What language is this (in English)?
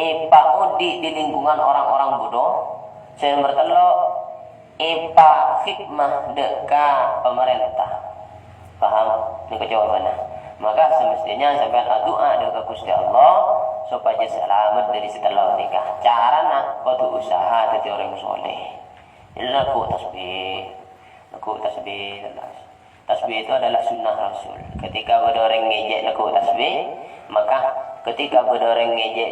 Madurese